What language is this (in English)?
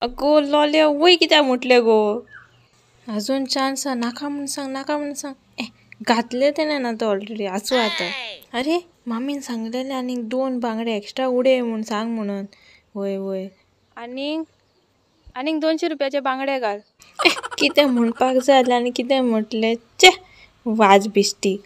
Konkani